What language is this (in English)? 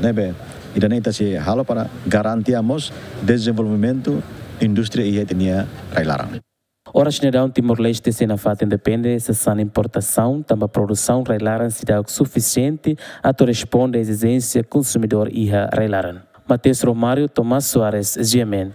Tetum